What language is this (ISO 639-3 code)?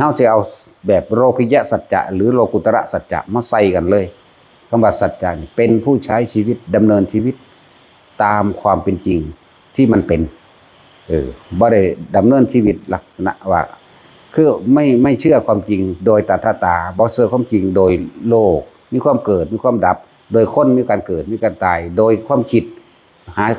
tts